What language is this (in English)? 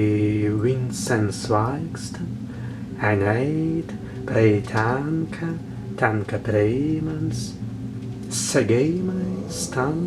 Prussian